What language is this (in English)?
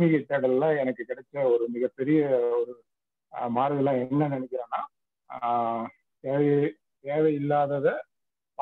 Tamil